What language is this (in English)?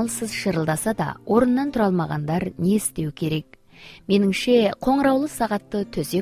Kazakh